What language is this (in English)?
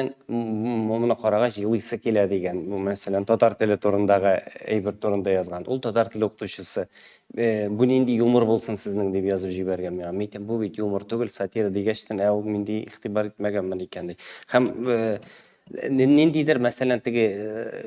Tatar